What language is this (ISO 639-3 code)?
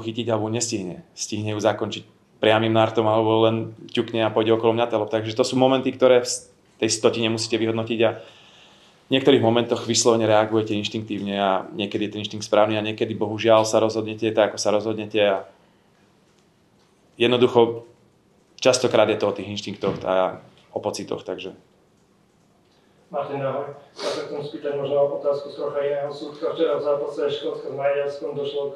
slk